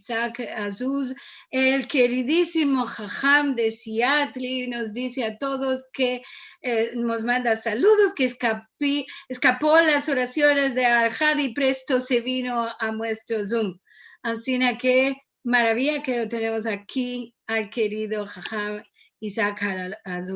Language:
Ladino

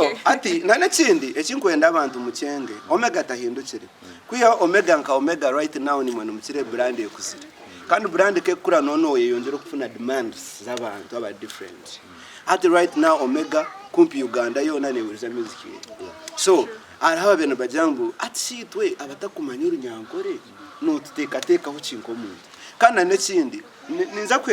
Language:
Nyankole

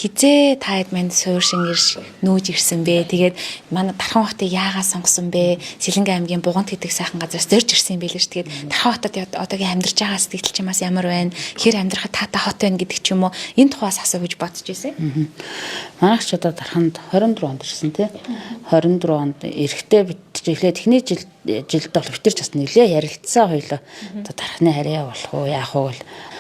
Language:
Mongolian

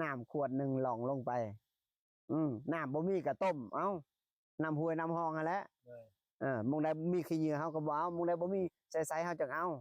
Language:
Lao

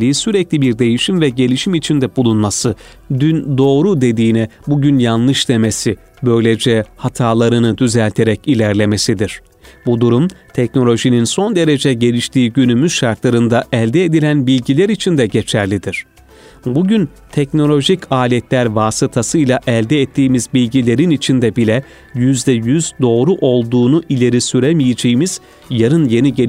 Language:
Turkish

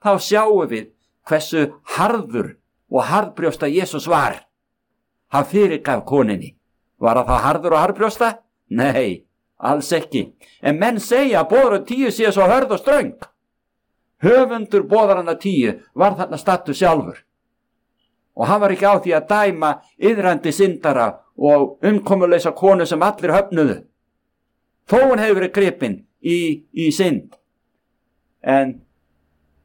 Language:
Icelandic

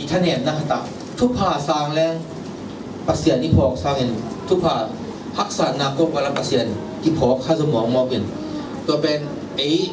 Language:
Tedim Chin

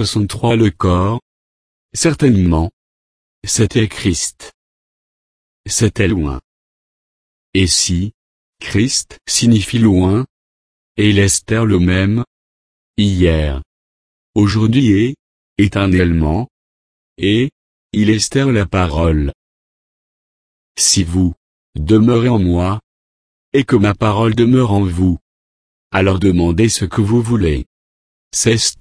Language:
French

